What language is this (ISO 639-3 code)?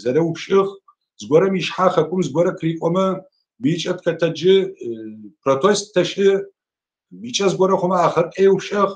ady